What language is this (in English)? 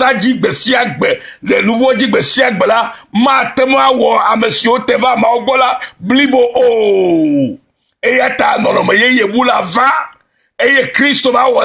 Ewe